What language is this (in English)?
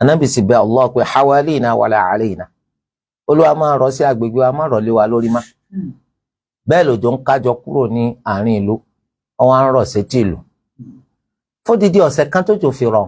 Yoruba